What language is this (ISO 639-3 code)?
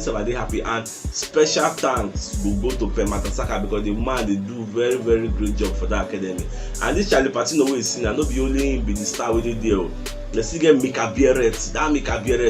pcm